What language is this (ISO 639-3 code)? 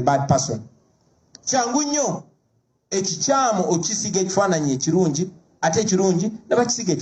lug